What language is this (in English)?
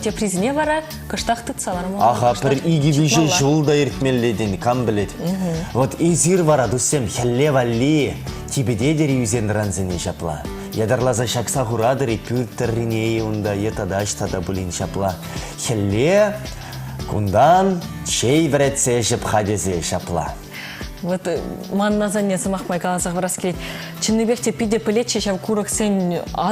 Chuvash